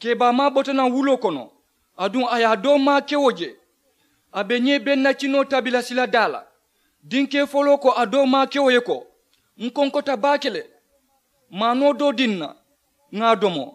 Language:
Mandingo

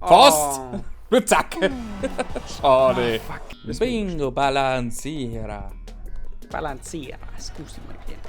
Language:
Bavarian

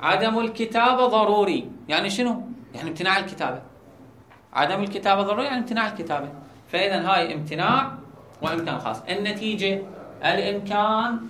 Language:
Mesopotamian Arabic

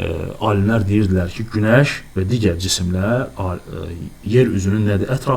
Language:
Azerbaijani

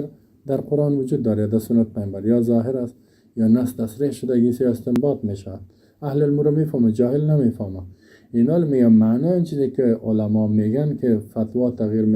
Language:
Persian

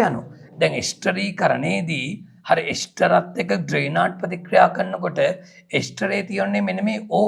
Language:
Sinhala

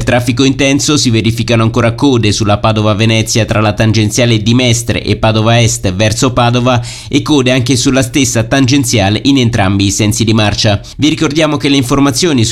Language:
Italian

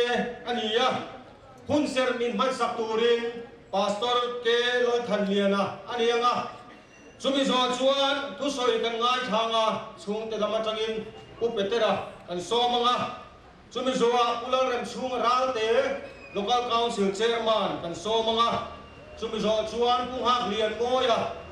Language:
Mizo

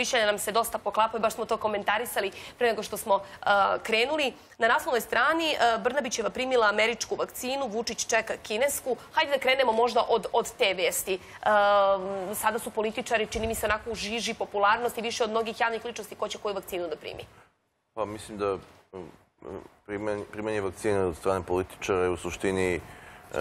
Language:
Serbian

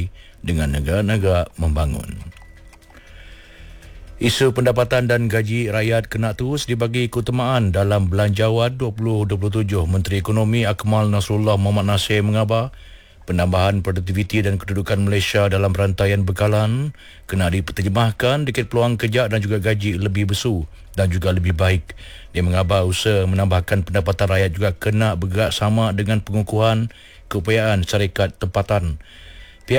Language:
Malay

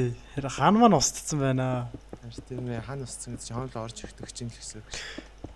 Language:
Mongolian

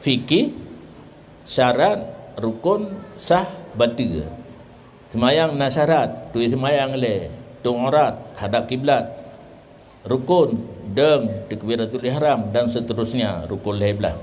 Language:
Achinese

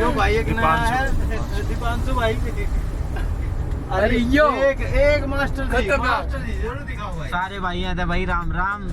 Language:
Haryanvi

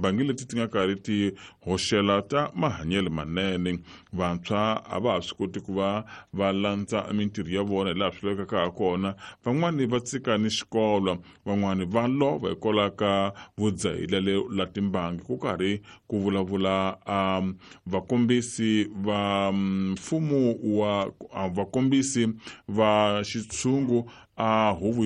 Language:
Tsonga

